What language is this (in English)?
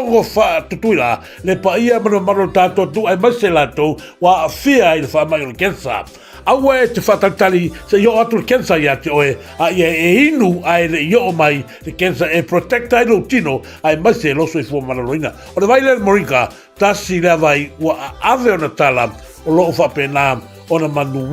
Samoan